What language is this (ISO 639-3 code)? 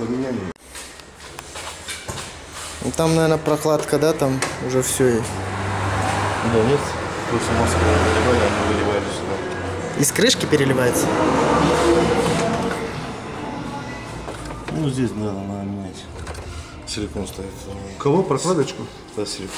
rus